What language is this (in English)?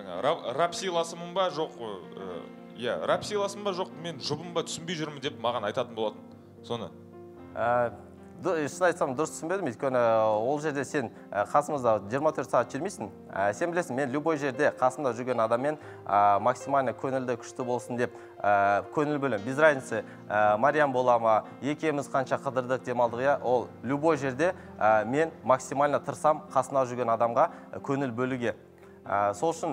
Kazakh